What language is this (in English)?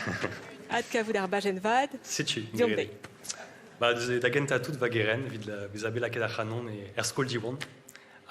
Breton